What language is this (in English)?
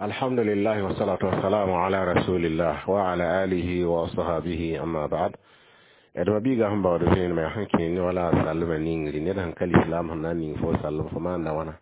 Mossi